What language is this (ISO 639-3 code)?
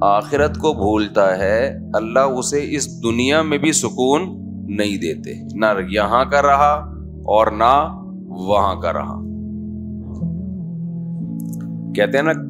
urd